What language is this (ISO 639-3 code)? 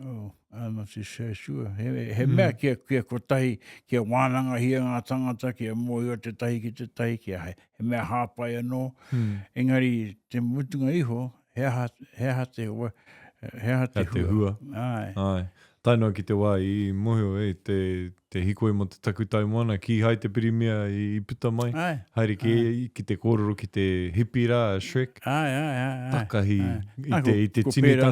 mri